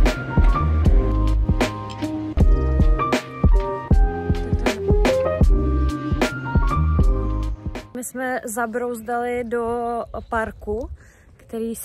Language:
Czech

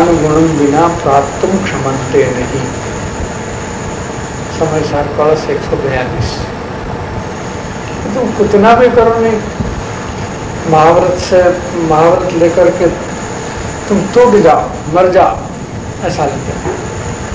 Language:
Hindi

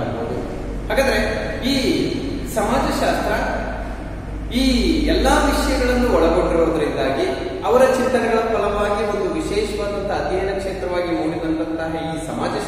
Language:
Kannada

